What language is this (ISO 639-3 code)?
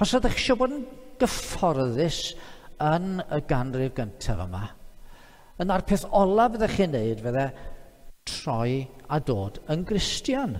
cym